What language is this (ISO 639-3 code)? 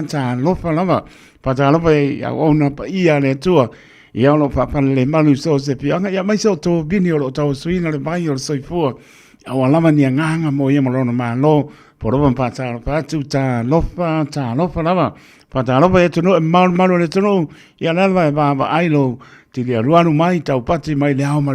smo